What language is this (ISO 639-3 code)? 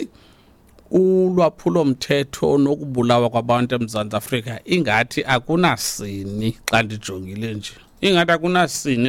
xho